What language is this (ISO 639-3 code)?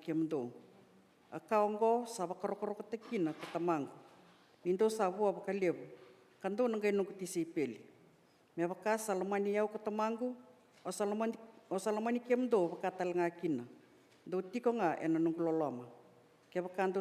fij